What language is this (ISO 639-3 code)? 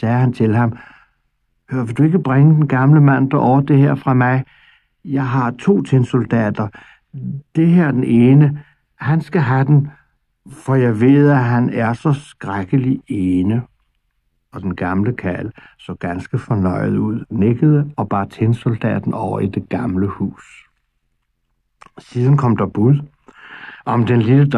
dan